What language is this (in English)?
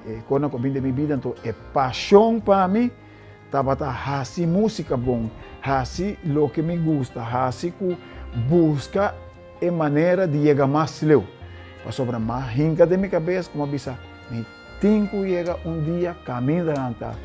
Papiamento